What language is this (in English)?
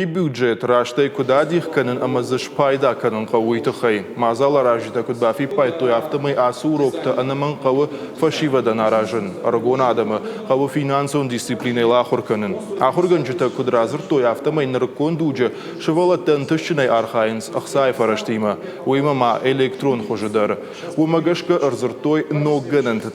Ossetic